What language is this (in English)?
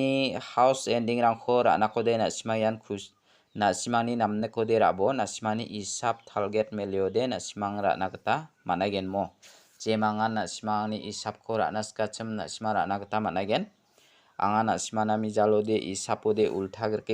Garo